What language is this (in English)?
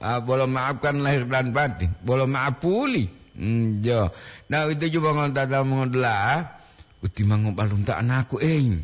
Gorontalo